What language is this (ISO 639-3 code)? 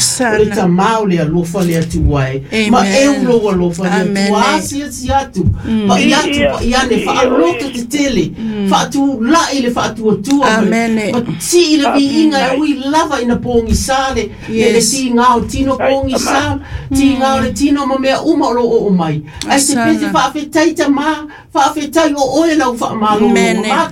smo